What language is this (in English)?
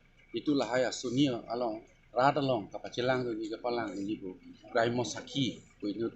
Karbi